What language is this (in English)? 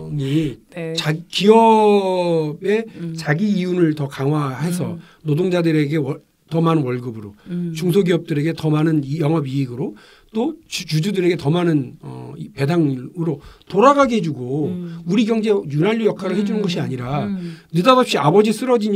Korean